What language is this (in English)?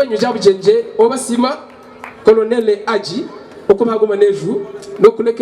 Havu